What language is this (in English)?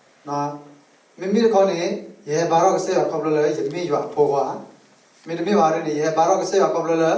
S'gaw Karen